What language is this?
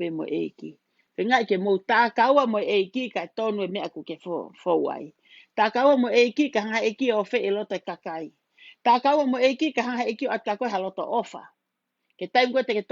Tongan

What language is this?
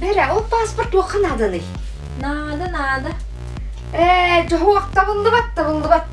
Yakut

